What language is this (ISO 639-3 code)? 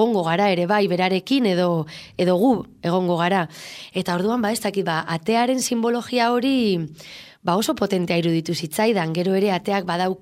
eus